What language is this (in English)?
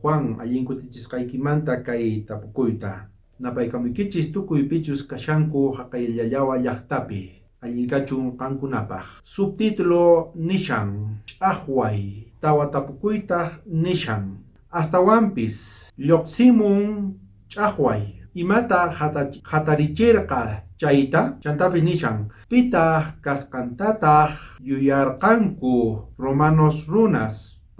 South Bolivian Quechua